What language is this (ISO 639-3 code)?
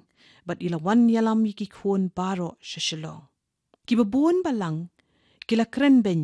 kha